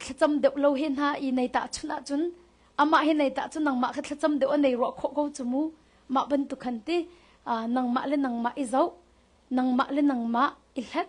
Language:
Hakha Chin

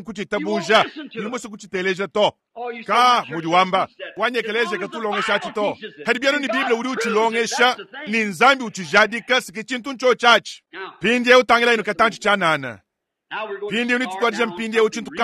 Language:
Luba-Lulua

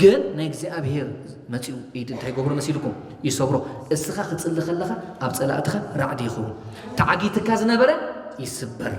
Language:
Tigrinya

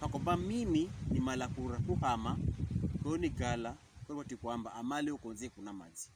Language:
Pokomo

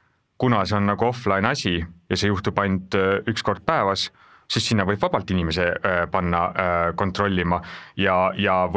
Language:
Estonian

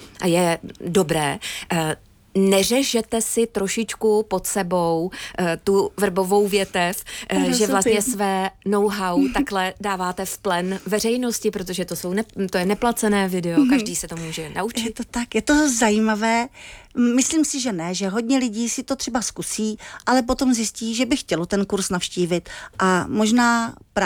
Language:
Czech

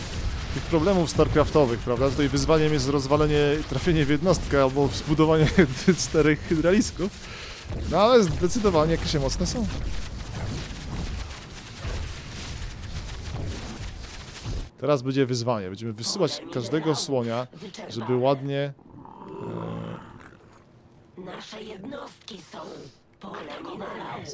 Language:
Polish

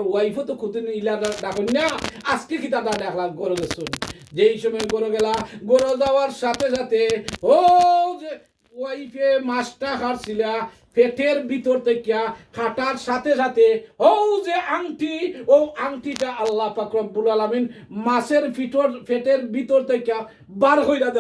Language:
Sylheti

